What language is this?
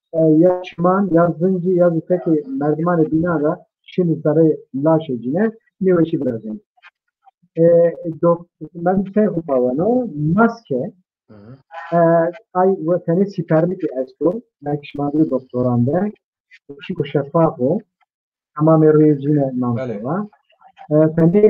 Zaza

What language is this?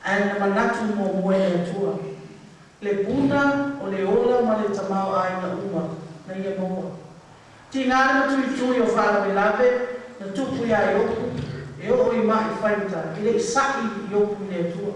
Samoan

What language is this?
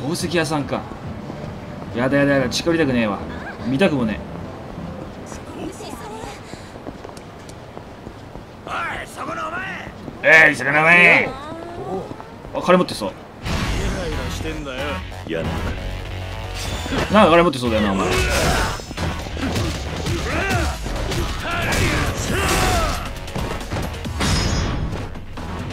Japanese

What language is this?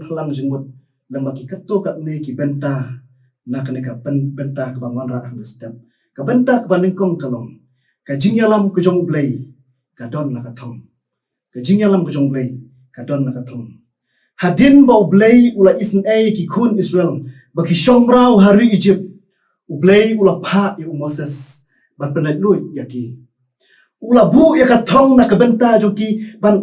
Khasi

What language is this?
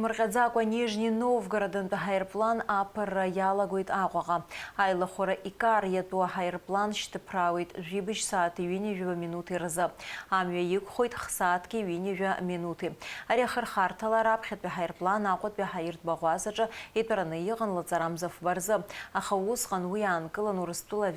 Abkhazian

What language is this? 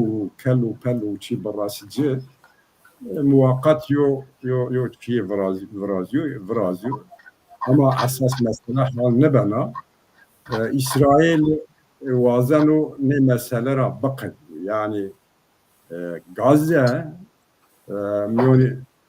Zaza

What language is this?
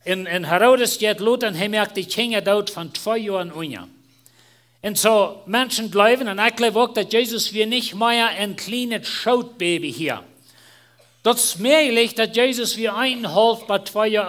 Plautdietsch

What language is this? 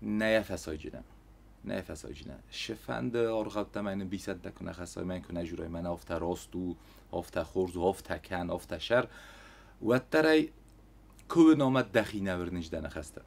Ossetic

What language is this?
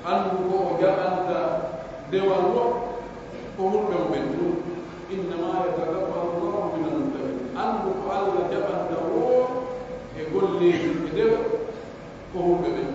Pular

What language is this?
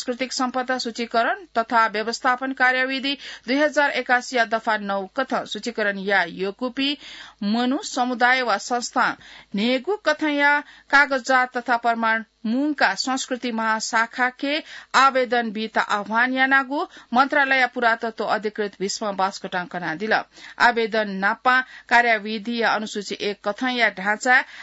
Newari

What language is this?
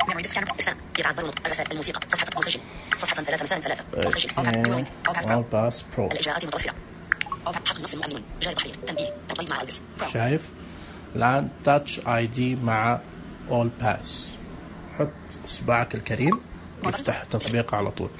Najdi Arabic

